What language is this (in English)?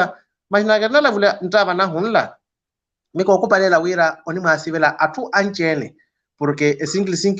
Makhuwa